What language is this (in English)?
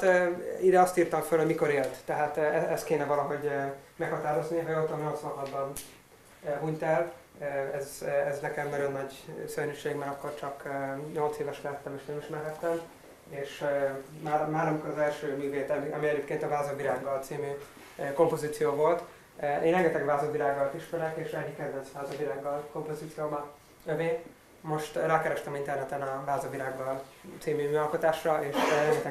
Hungarian